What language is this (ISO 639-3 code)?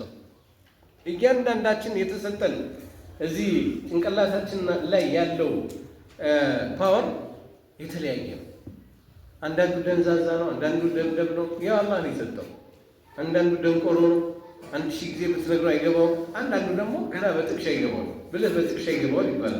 amh